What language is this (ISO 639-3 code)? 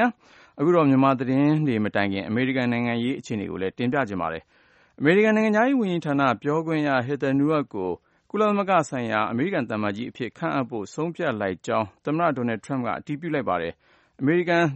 mya